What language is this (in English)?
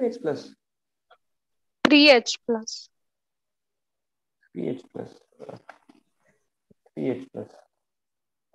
Marathi